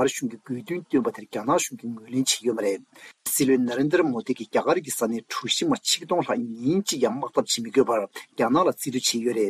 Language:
Tibetan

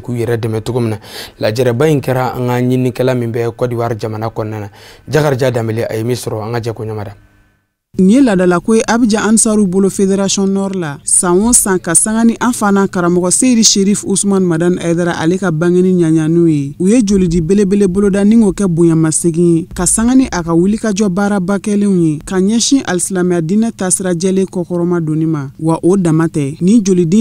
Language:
Bambara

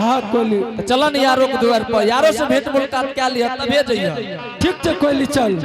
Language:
Angika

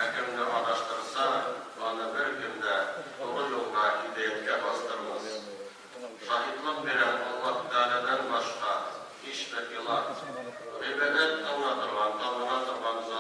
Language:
Tatar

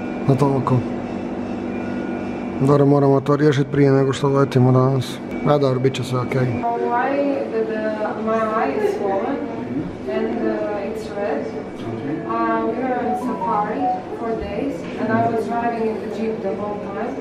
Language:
Croatian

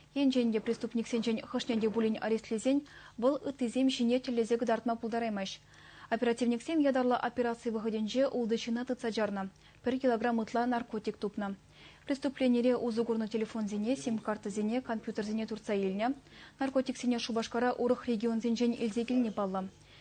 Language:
Chuvash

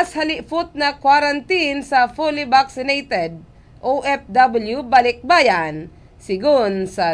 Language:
Bikol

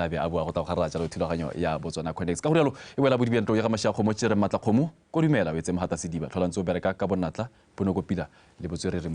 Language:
Tswana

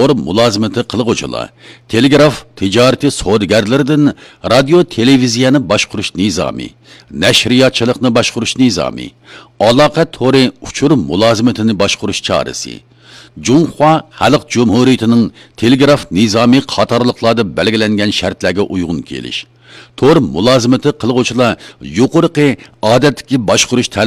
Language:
Uyghur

